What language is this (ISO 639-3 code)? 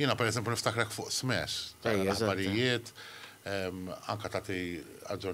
mlt